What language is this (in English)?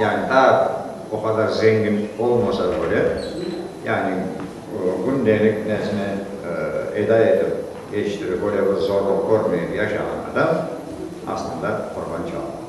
Crimean Tatar